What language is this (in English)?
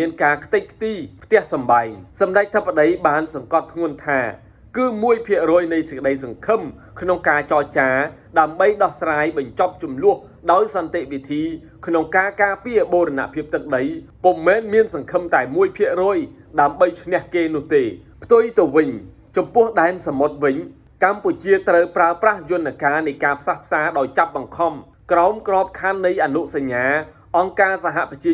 Khmer